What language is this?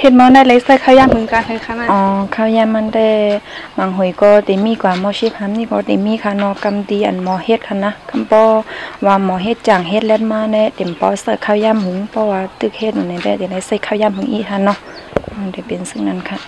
Shan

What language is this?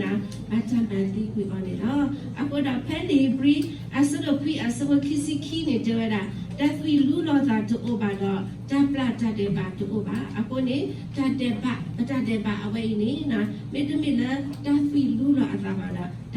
S'gaw Karen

